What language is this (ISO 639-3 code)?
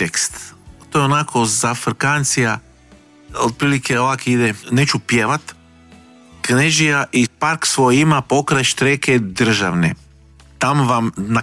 hrv